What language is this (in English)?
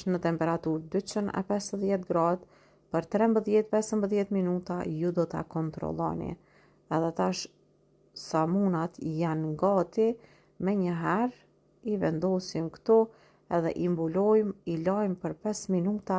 Albanian